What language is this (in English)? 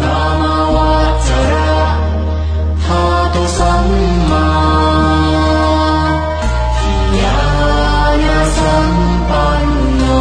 Pali